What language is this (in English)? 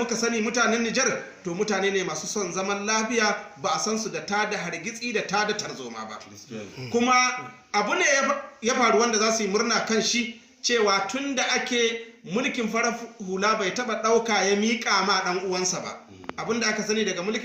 Hausa